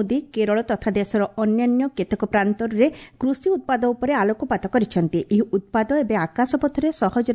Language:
Odia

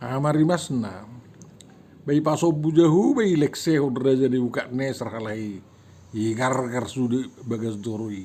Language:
Batak Toba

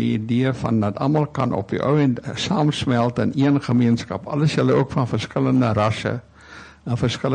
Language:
Afrikaans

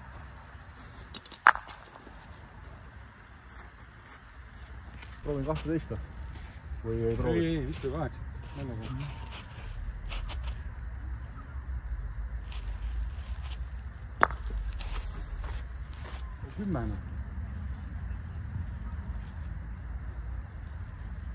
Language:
Estonian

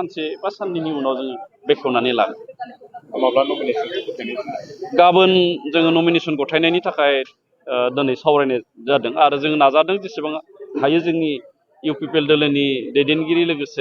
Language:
Bodo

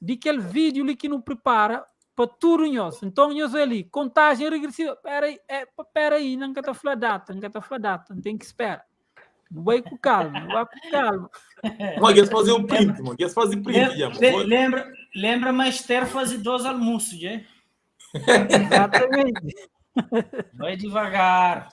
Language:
Kabuverdianu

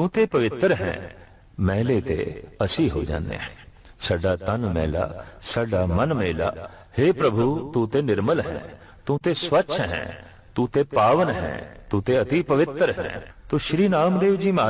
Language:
Punjabi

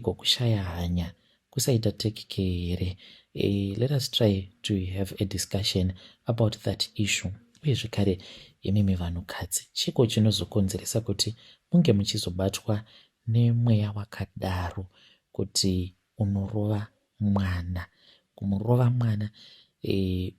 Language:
Shona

